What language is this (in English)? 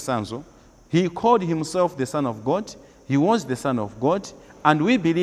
Nyanja